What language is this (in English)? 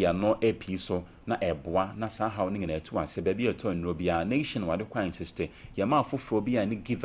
Akan